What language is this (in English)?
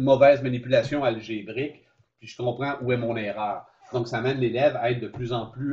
French